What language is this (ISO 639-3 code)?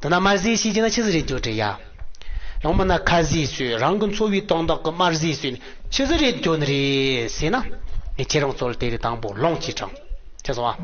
bod